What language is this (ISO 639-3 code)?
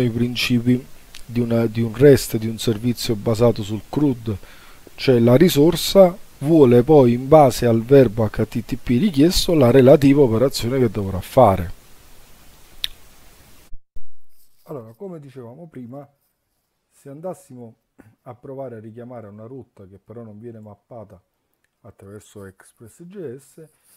ita